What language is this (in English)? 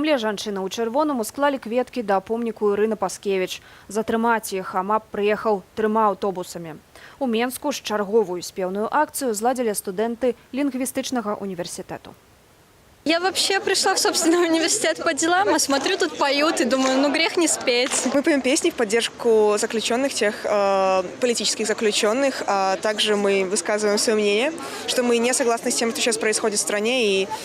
Belarusian